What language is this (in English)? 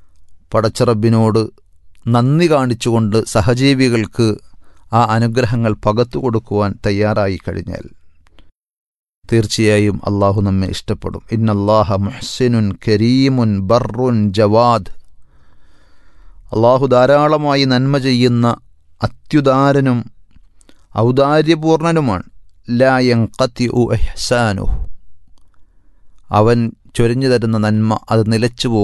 Malayalam